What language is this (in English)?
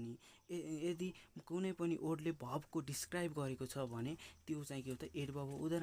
Nepali